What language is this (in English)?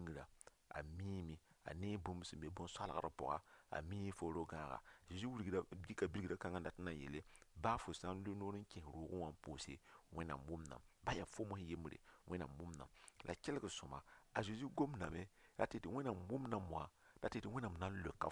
Mossi